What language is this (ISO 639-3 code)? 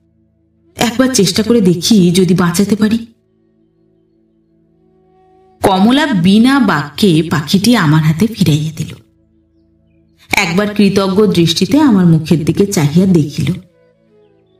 ben